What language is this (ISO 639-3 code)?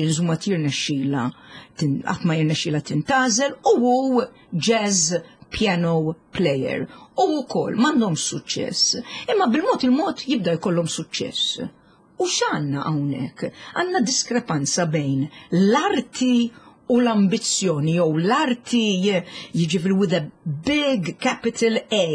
mlt